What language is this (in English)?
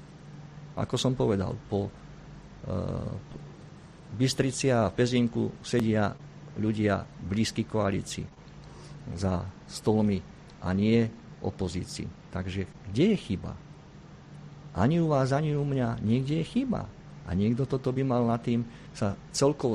Slovak